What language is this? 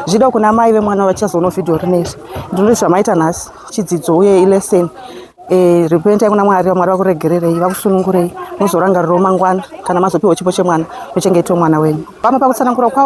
Shona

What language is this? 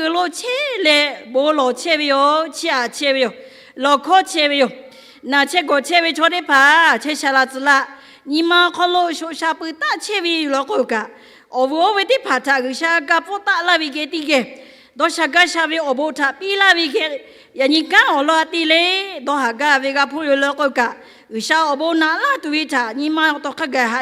Lahu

